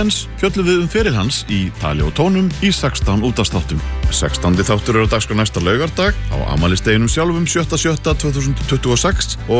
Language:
Icelandic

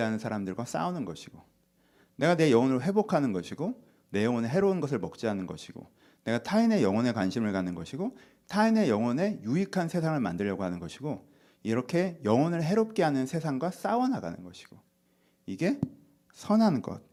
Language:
Korean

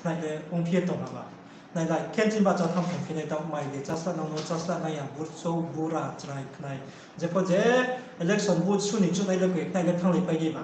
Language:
Riang (India)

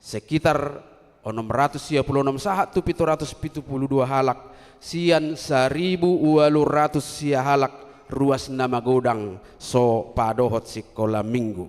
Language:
Batak Toba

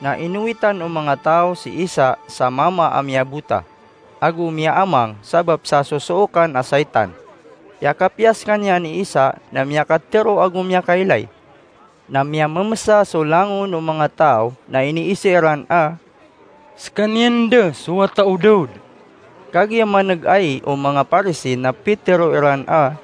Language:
Maranao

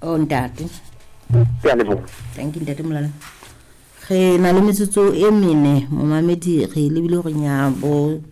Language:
Southern Sotho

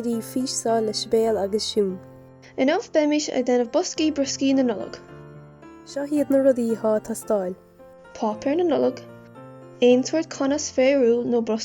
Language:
Irish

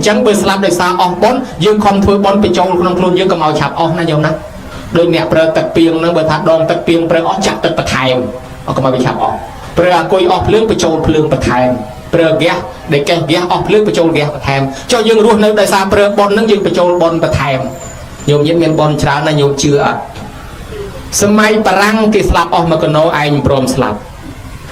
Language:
Khmer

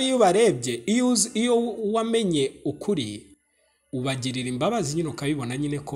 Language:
Kinyarwanda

